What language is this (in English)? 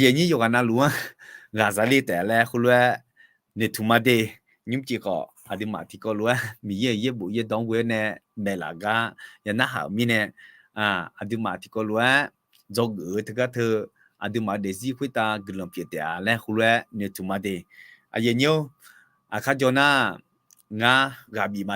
Akha